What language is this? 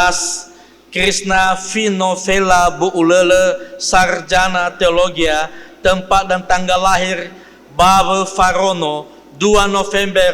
Nias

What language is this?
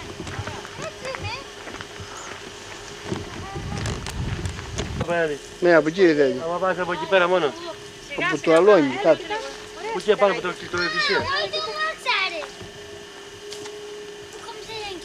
Greek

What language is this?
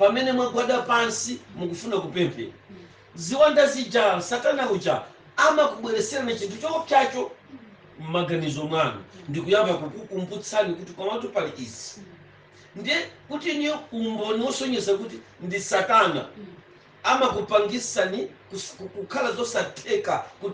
Nyanja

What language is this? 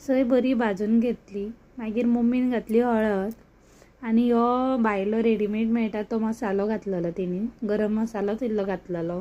Konkani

